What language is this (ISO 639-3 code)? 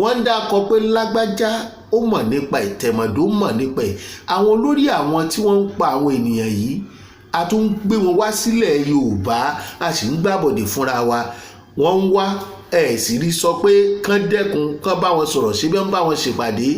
yor